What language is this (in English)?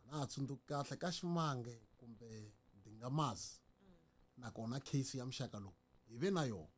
Tsonga